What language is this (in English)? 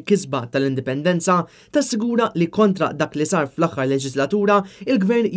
Maltese